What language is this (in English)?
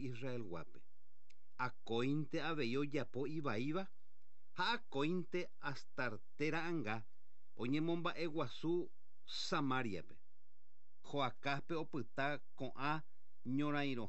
Guarani